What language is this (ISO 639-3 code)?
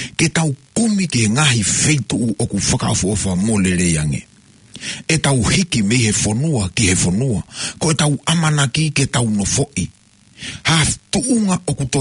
ton